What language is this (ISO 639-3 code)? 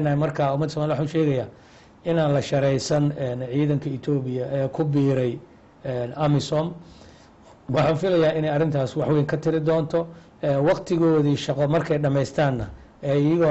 som